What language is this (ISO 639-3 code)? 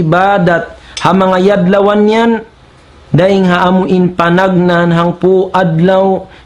tsg